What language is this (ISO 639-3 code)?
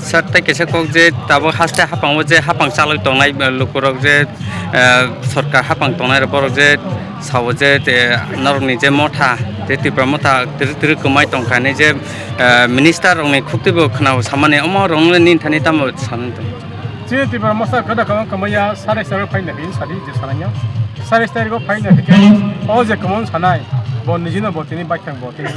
trp